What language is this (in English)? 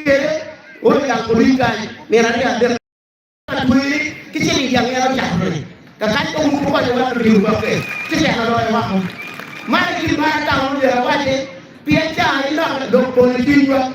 Acoli